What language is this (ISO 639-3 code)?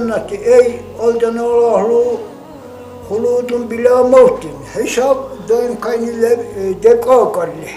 dar